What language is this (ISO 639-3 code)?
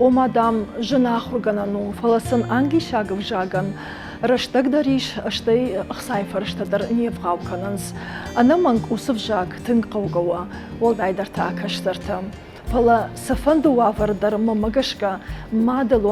oss